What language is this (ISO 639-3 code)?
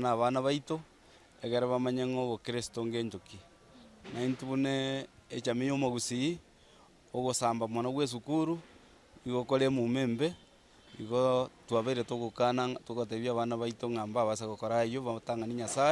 guz